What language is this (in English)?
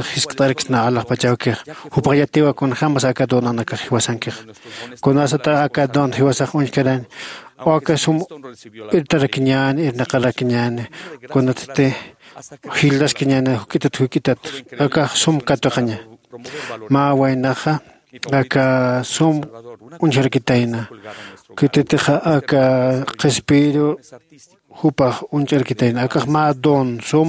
Aymara